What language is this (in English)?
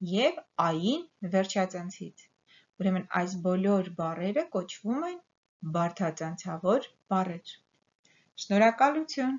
Armenian